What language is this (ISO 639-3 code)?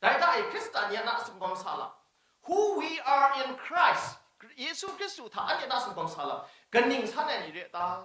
kac